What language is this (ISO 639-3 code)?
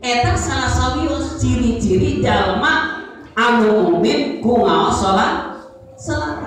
sun